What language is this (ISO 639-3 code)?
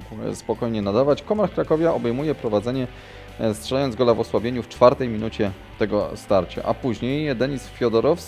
pol